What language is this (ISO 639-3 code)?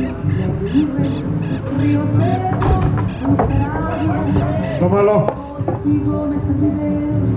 spa